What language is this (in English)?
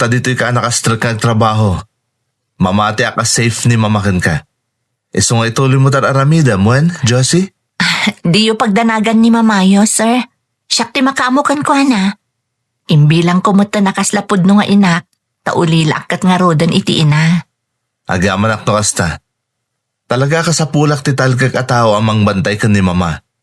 Iloko